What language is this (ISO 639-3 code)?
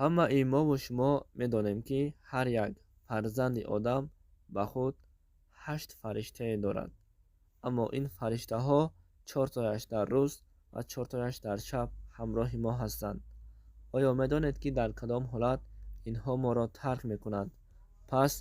tgk